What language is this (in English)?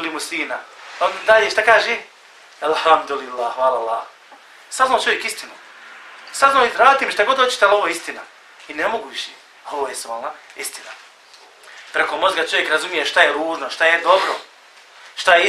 Bosnian